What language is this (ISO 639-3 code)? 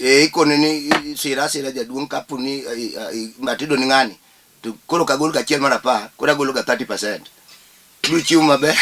luo